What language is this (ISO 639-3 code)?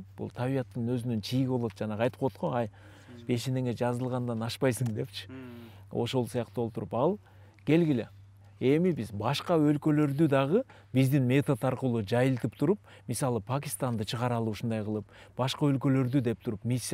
kir